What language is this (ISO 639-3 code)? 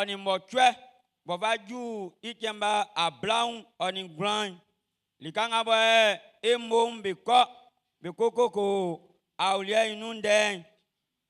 bci